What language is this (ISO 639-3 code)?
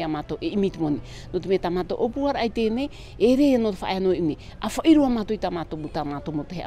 tah